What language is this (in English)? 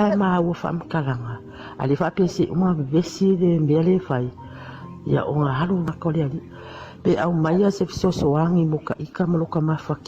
Samoan